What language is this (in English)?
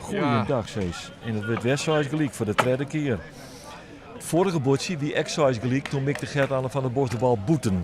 Western Frisian